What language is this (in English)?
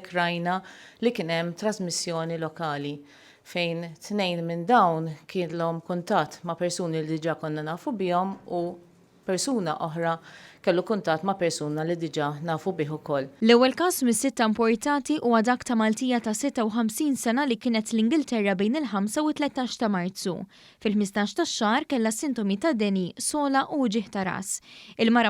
Maltese